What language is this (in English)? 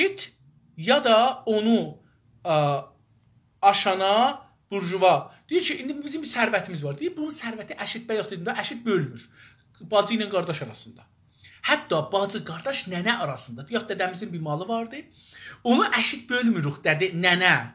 South Azerbaijani